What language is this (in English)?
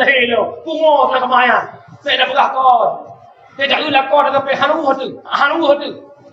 Achinese